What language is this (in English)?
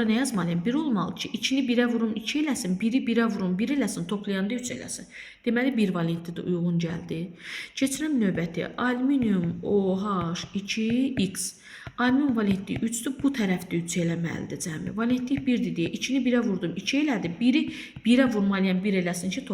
Azerbaijani